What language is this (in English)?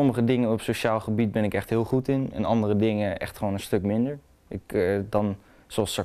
Dutch